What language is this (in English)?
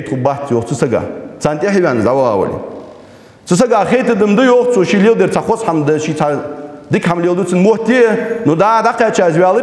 Ingush